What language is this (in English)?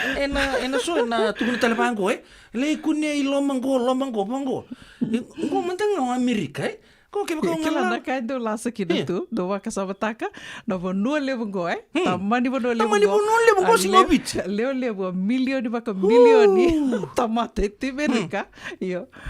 Fijian